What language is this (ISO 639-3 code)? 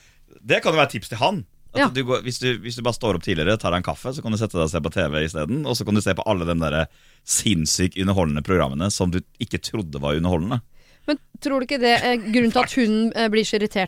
nor